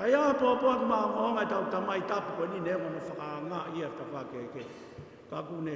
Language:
Tongan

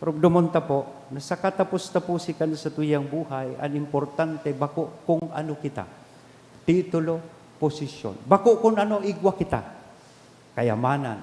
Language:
Bikol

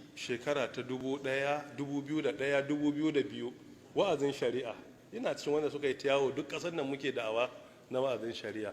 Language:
Hausa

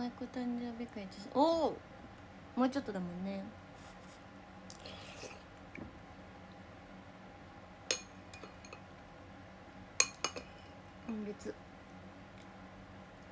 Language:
Japanese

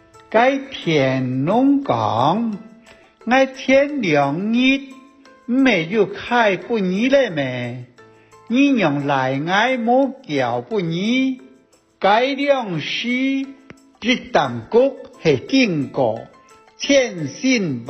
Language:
Hakka Chinese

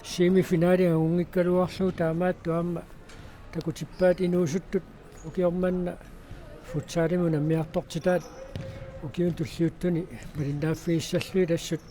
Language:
Kalaallisut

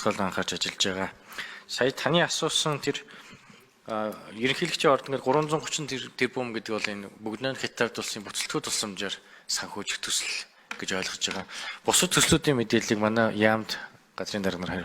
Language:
Mongolian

